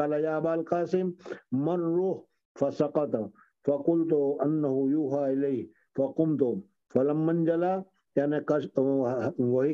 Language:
Urdu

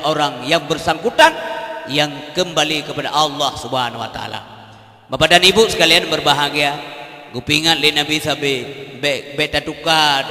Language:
Achinese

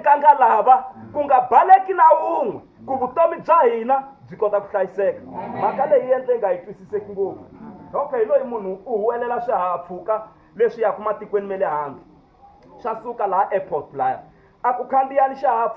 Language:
Tsonga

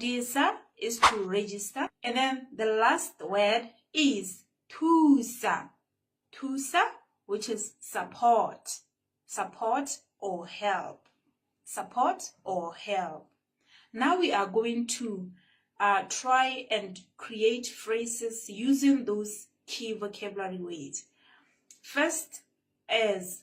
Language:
Tswana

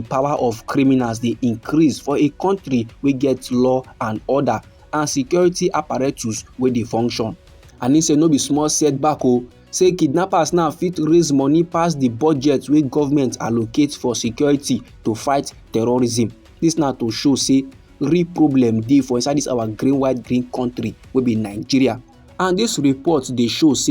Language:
Nigerian Pidgin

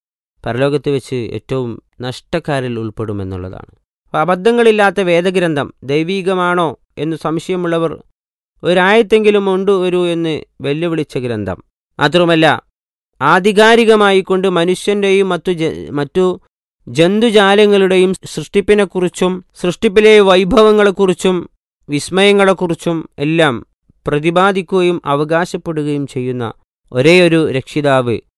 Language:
Malayalam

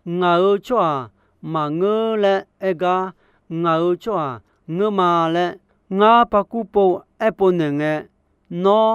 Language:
Akha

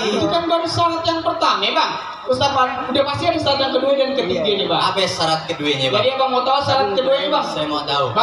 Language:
Betawi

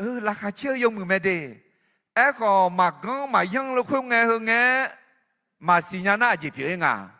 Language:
Akha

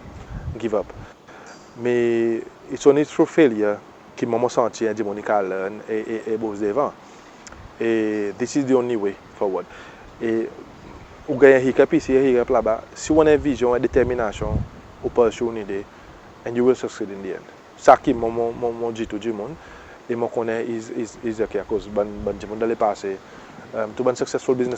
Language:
Seselwa Creole French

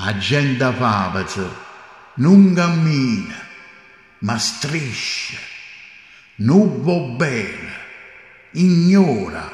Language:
Neapolitan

